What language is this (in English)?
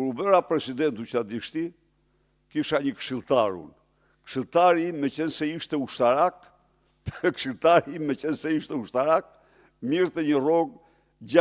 Albanian